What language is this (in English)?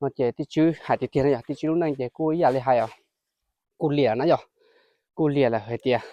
Hmong